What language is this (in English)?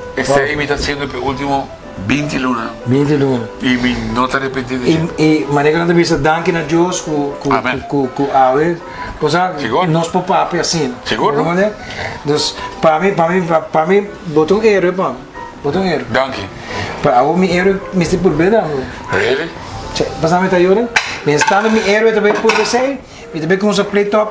Papiamento